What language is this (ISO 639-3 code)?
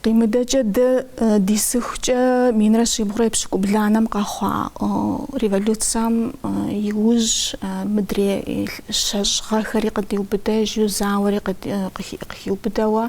kbd